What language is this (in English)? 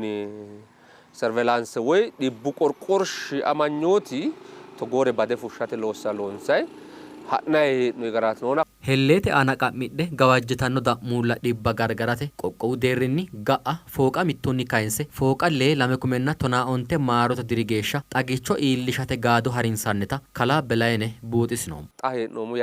Sidamo